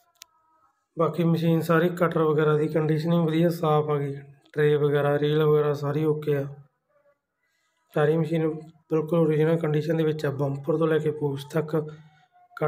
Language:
Punjabi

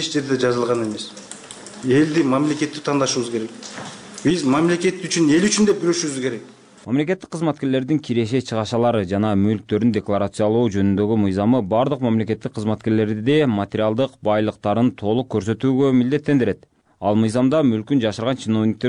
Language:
Kyrgyz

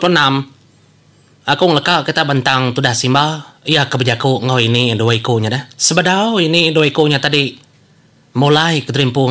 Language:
Iban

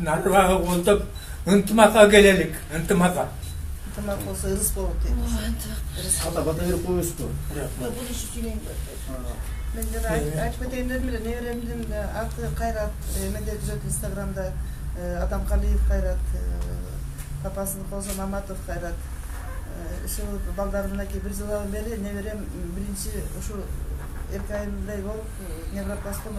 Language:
Kyrgyz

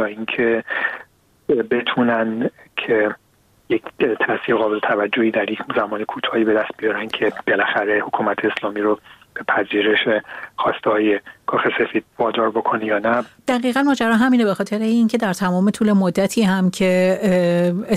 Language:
Persian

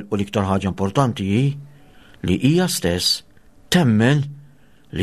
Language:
Maltese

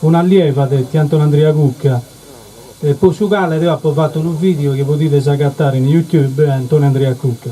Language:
Sardinian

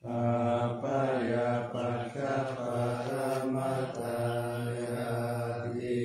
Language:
Pali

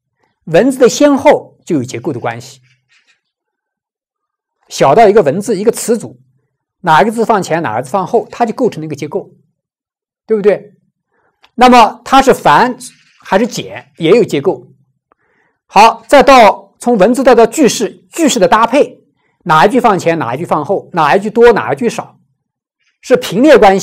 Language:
Chinese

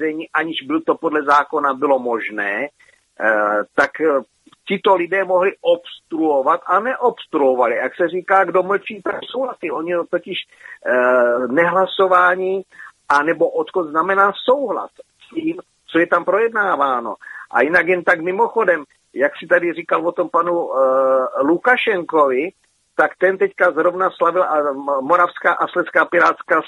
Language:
Czech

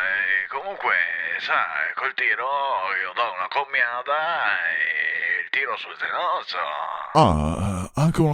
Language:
Venetian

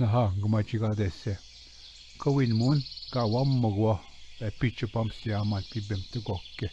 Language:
Ojibwa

